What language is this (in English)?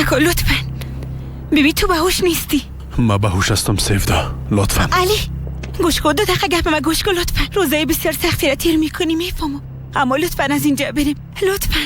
Persian